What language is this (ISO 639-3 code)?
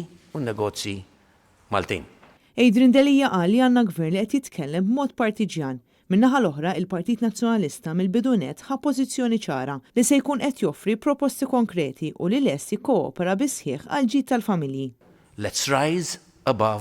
mlt